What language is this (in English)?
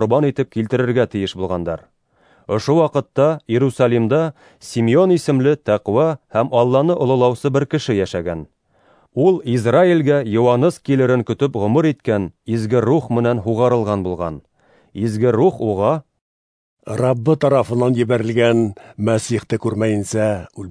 Bashkir